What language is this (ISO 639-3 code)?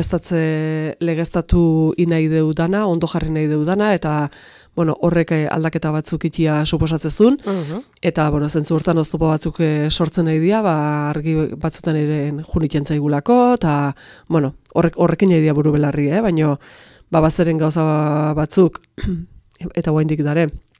eus